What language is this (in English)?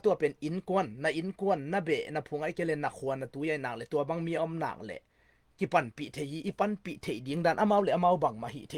Tedim Chin